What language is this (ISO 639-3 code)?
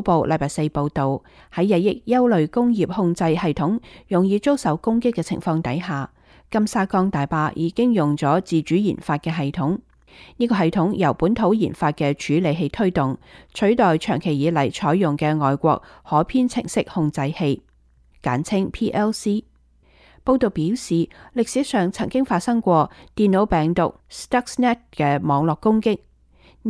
yue